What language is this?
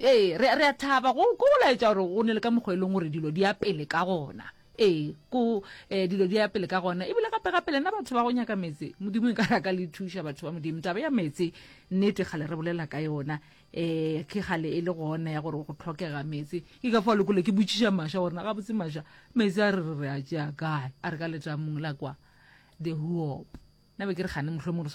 Northern Sotho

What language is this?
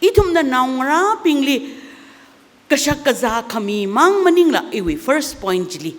Tangkhul Naga (India)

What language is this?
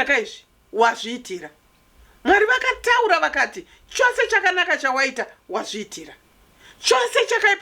Shona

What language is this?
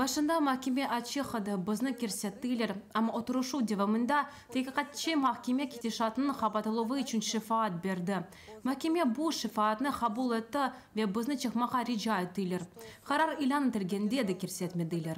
Crimean Tatar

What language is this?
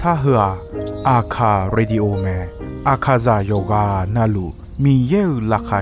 Akha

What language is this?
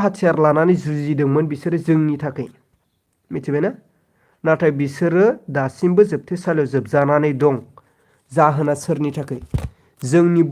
Bodo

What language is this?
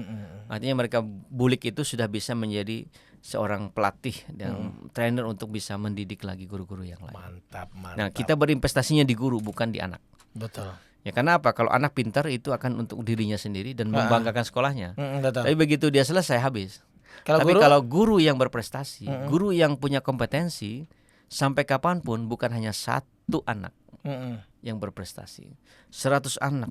Banjar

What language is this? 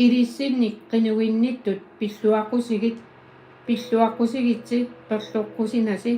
Kalaallisut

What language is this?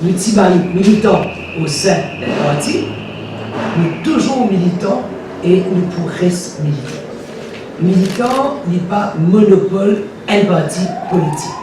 Morisyen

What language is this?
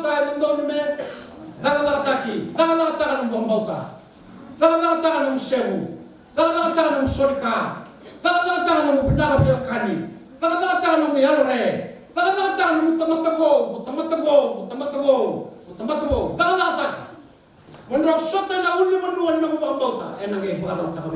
Fijian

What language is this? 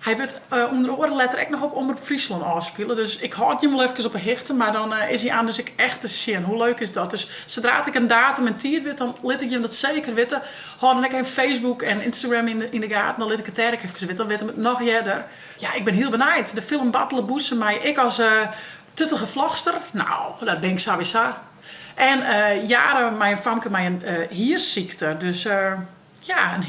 Western Frisian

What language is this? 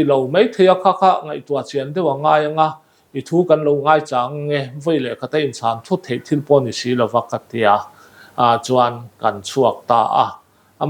Mizo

